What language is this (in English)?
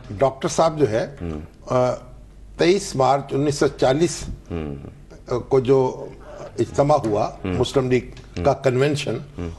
Urdu